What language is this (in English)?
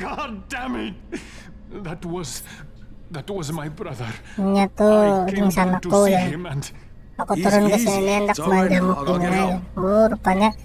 Banjar